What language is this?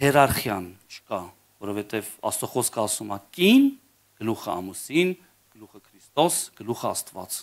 Armenian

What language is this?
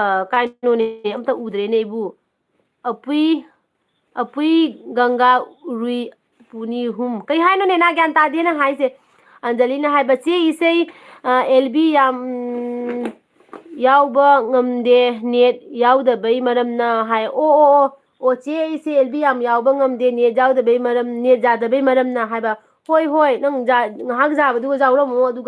Manipuri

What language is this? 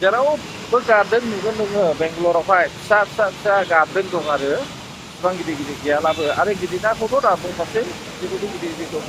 Bodo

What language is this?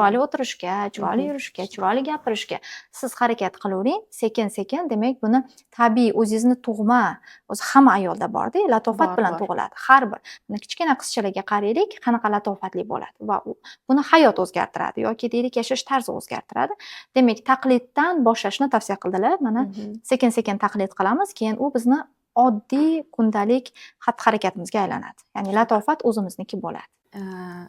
Uzbek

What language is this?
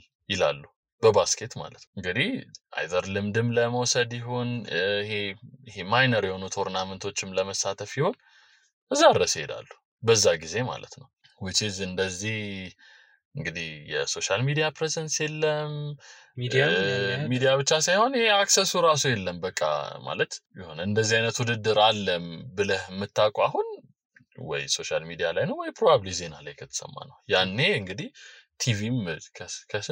Amharic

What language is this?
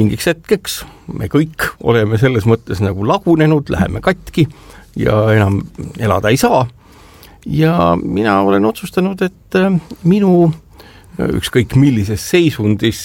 Estonian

